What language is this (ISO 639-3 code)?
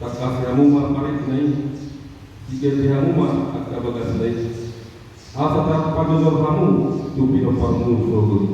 bbc